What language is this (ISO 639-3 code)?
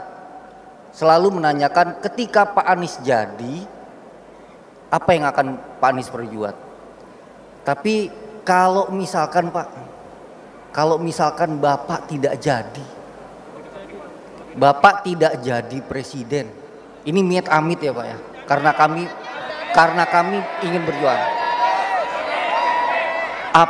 ind